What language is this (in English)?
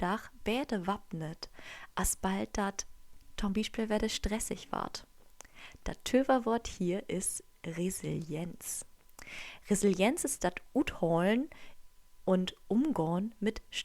Low German